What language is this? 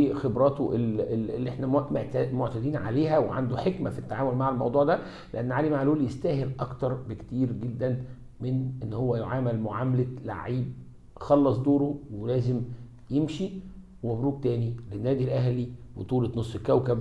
Egyptian Arabic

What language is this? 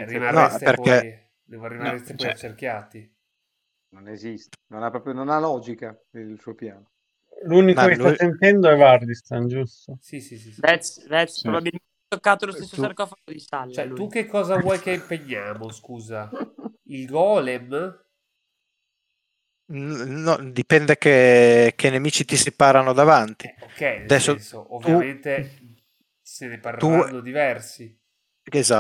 Italian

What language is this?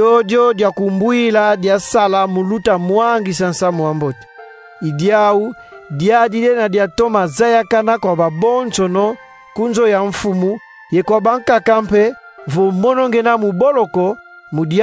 Kongo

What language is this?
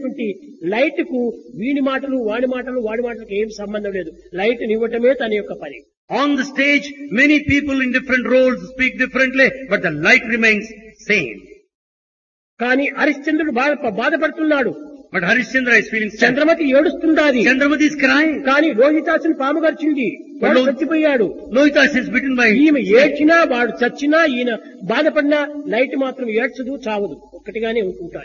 Telugu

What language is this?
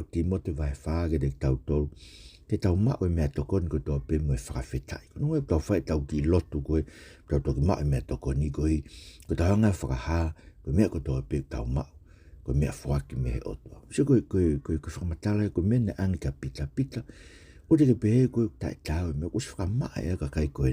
Tongan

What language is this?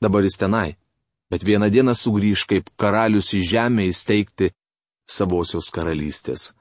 Lithuanian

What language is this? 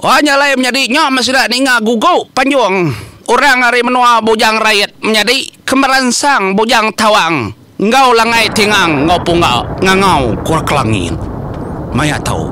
Iban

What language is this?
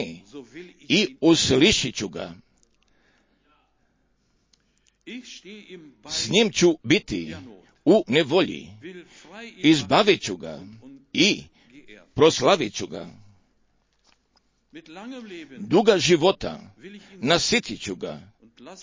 Croatian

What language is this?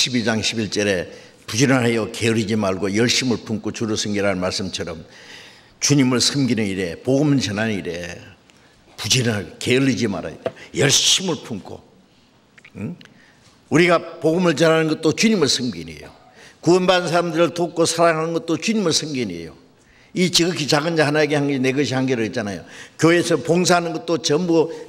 Korean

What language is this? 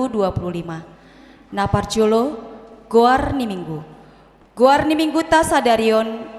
Batak Toba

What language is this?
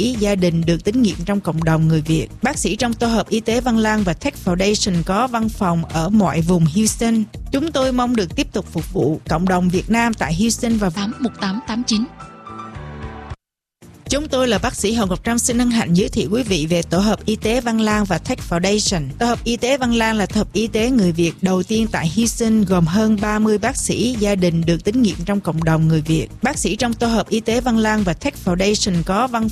Vietnamese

